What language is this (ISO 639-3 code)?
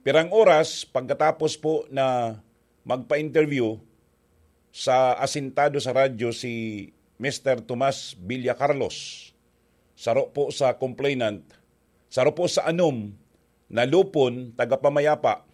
bik